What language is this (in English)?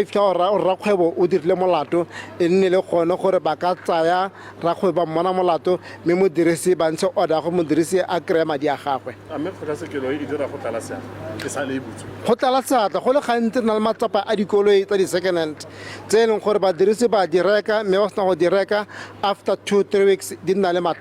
Tswana